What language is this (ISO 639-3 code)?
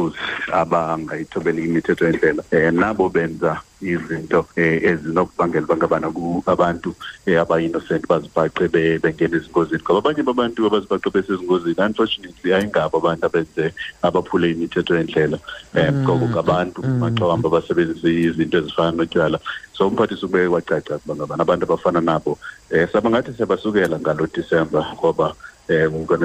xho